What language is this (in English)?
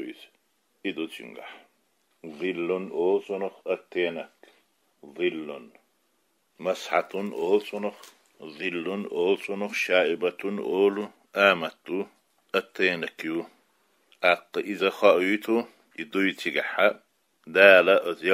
Chechen